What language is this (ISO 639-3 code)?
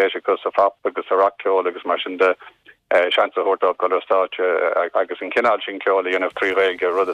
gle